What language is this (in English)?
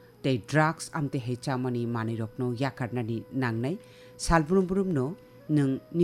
Kok Borok